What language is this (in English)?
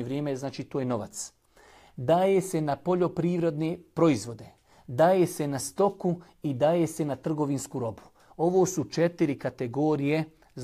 Bosnian